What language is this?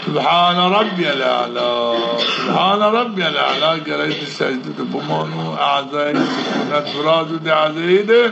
Zaza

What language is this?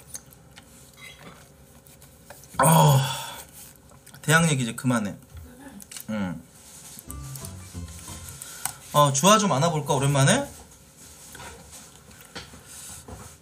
Korean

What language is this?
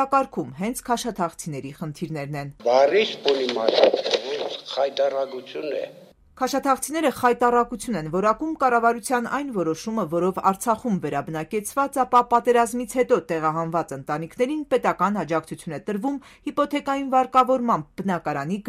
Armenian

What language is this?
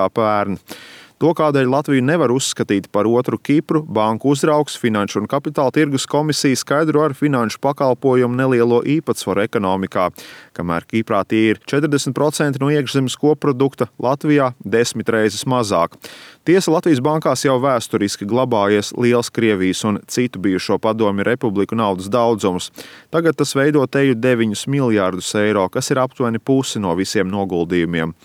Latvian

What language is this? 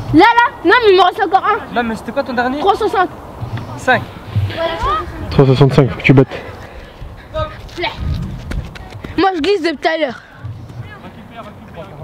French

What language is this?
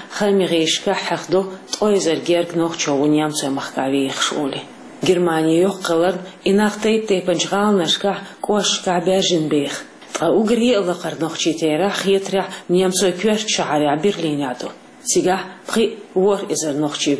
Chechen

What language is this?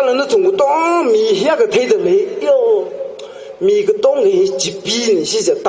Tangkhul Naga (India)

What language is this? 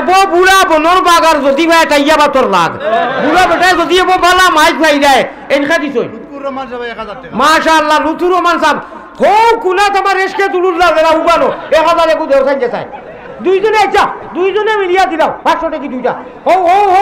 Sylheti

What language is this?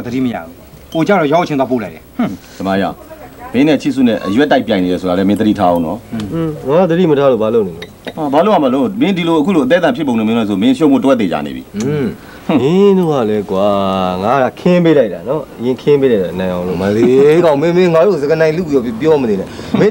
Burmese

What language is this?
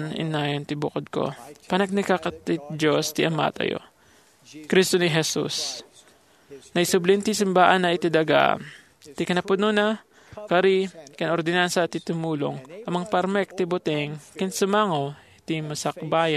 Iloko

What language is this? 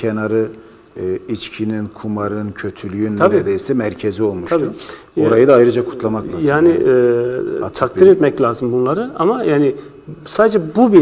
Turkish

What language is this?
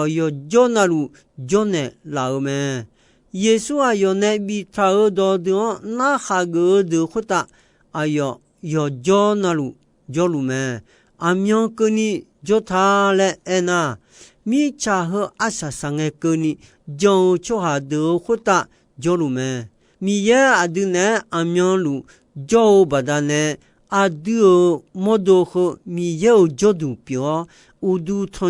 Akha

